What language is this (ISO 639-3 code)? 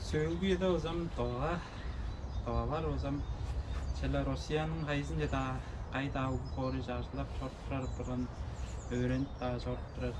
tyv